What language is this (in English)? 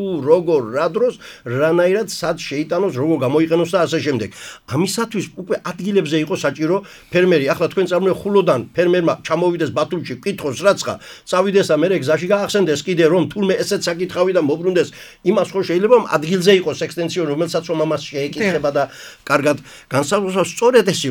Georgian